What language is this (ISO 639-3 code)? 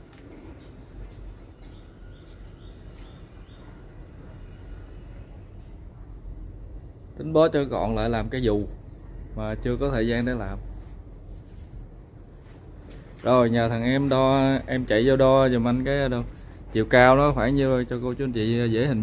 vie